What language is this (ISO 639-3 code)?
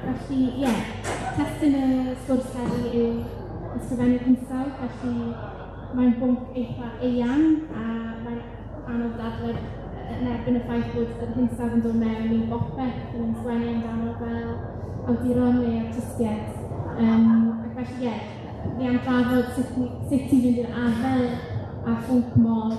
cym